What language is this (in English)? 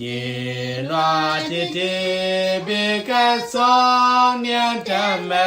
Nuer